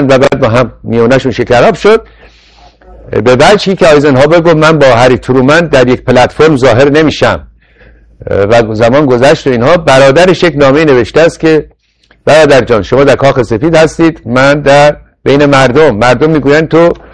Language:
Persian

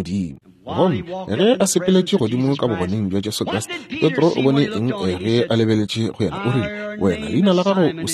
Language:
Northern Sotho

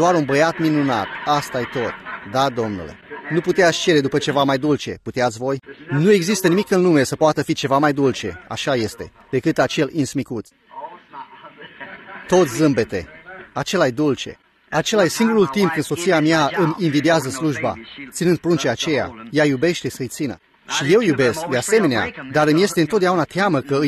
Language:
Romanian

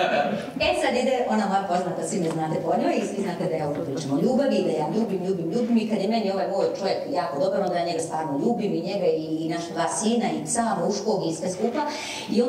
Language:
Croatian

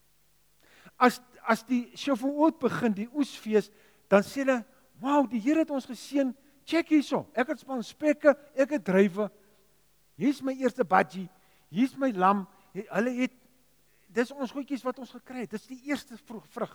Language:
Afrikaans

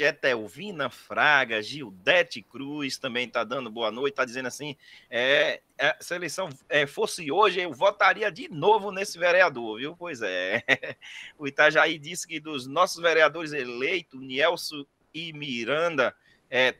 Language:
Portuguese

